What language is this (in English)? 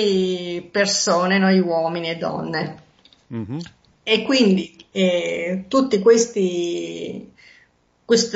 Italian